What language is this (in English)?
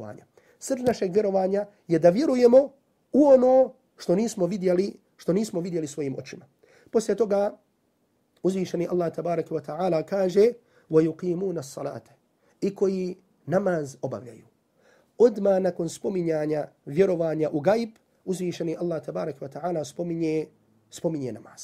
Bosnian